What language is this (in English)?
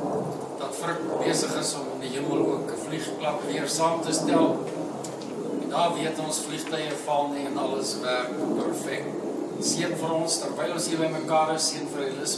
Afrikaans